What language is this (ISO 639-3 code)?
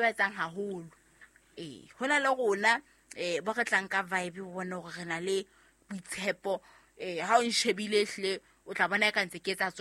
sot